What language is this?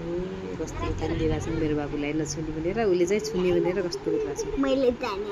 Nepali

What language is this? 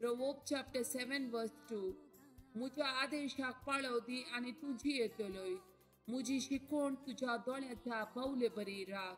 Konkani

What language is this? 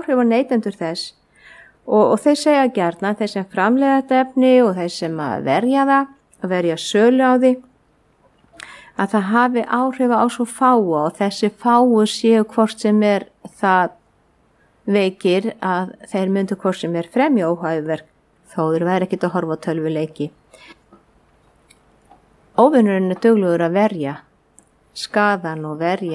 Icelandic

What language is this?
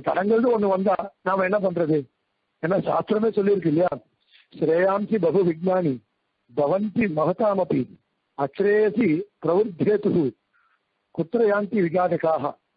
Tamil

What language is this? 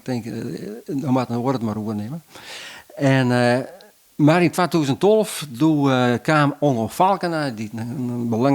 Western Frisian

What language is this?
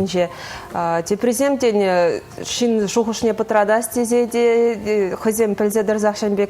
Chuvash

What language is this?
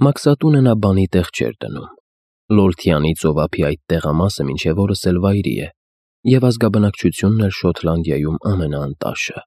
Armenian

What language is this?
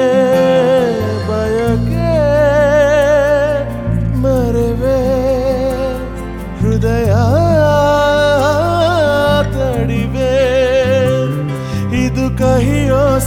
Kannada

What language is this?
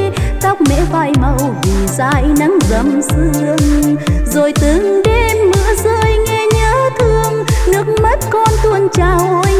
Vietnamese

